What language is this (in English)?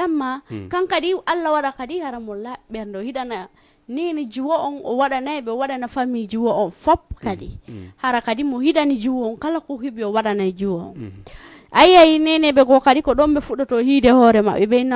Fula